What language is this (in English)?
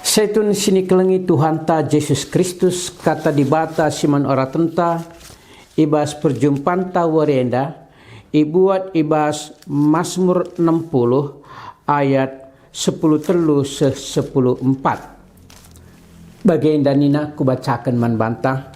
Batak Karo